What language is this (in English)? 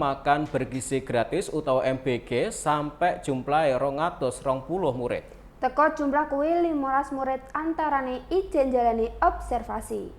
Javanese